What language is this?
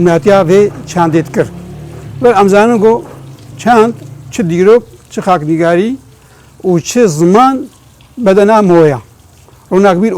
Kurdish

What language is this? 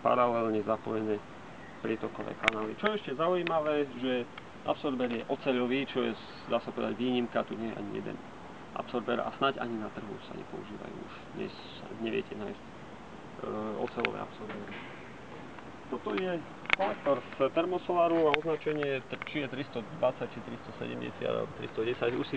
Slovak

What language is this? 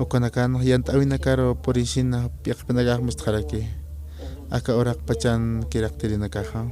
Aymara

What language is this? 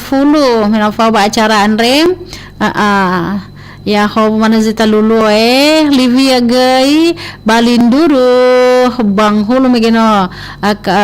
Nias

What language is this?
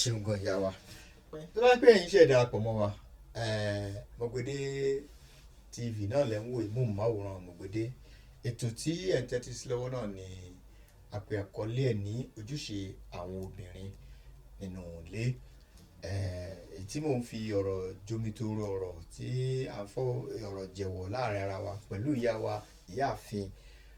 Yoruba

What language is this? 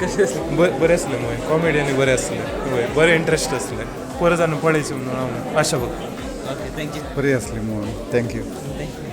Konkani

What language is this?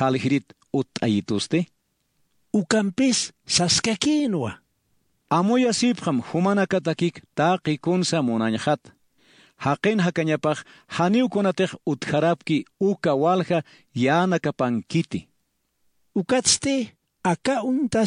Aymara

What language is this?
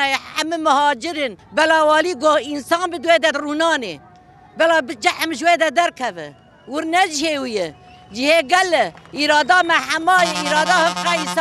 Kurdish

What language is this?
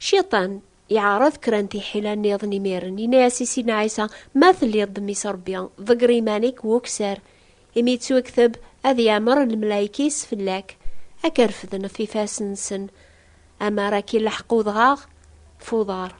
Kabyle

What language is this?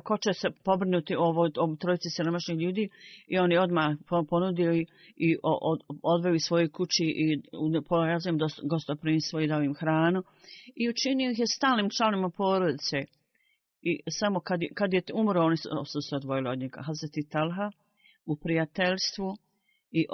Bosnian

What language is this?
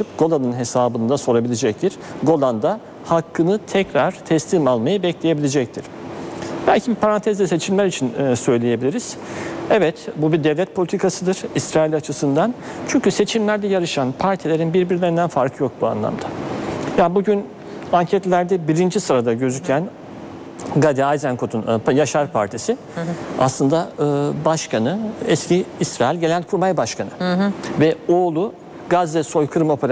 Turkish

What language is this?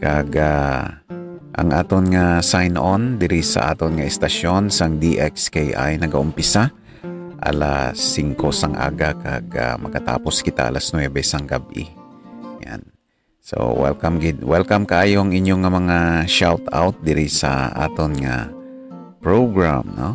Hiligaynon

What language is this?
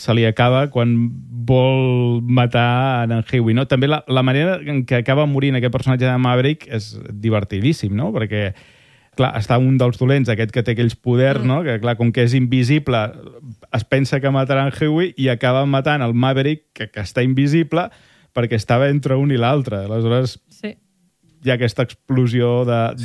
Catalan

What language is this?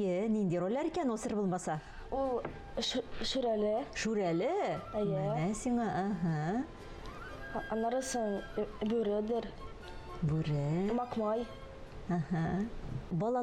Tatar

